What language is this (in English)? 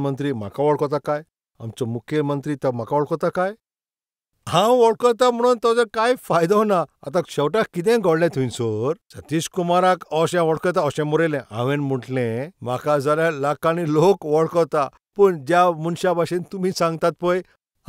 Konkani